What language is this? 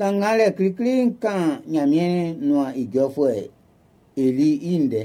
Baoulé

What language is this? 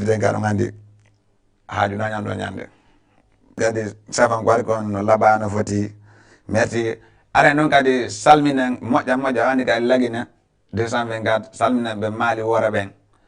Fula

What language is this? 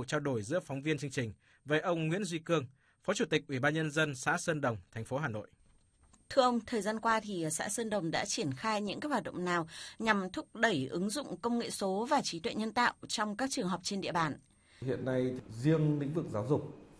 Vietnamese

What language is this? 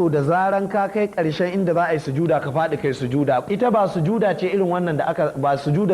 Hausa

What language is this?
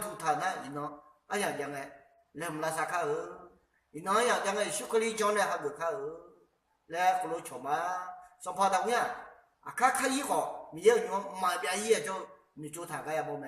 Akha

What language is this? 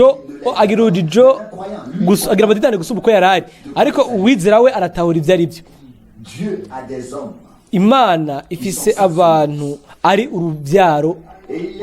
Rundi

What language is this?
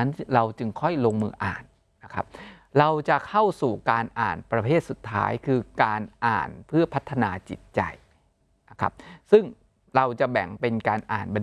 Thai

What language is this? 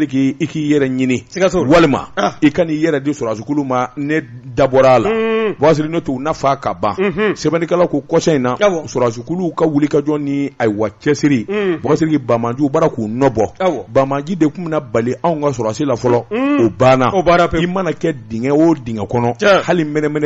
Bambara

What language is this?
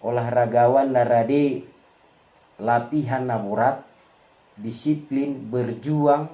Batak Toba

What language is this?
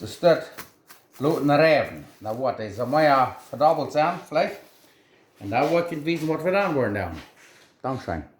Plautdietsch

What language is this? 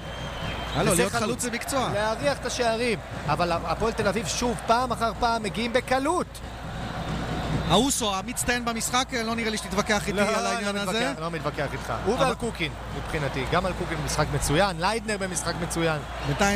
Hebrew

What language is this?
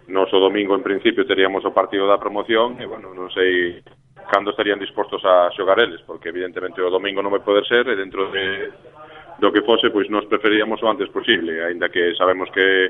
Galician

